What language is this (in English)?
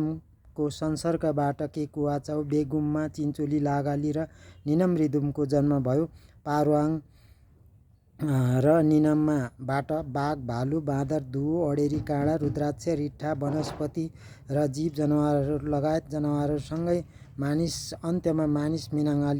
Nepali